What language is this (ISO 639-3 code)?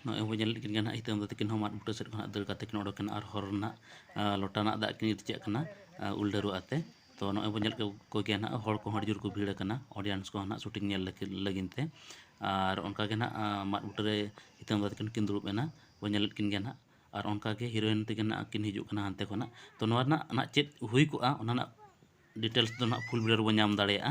sat